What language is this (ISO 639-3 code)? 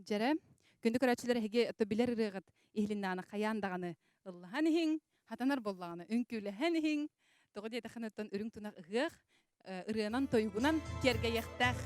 sah